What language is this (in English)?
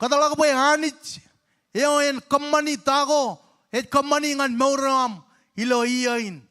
Marshallese